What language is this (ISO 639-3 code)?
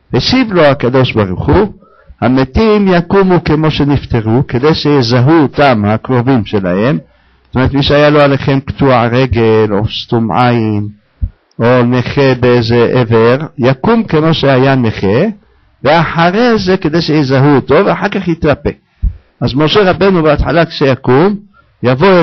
heb